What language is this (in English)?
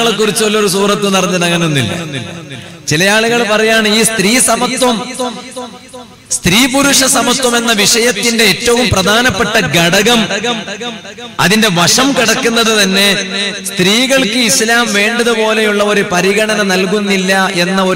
Malayalam